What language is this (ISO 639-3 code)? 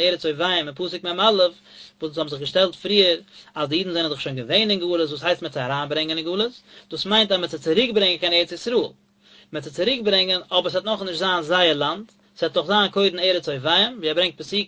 yid